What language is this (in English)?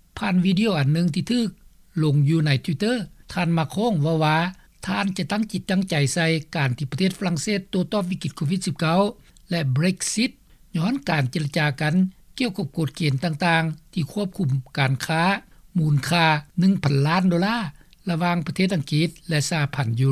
Lao